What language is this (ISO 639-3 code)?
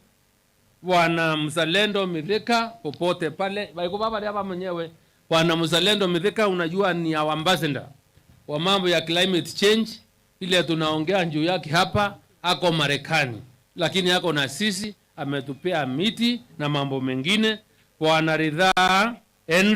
mer